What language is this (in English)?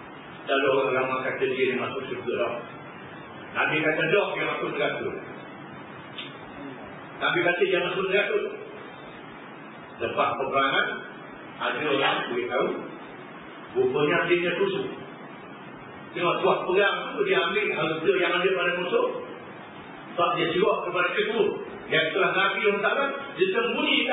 Malay